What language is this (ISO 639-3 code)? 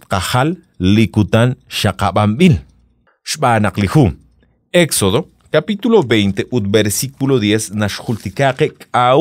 kek